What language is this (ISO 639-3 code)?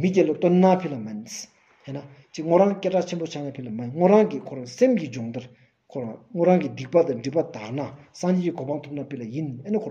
sbu